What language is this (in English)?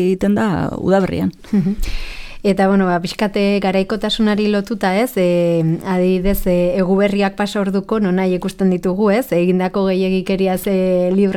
Basque